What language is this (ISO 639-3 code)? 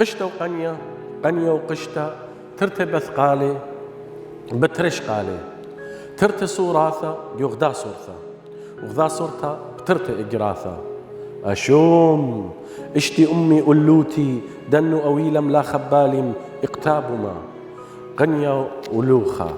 aii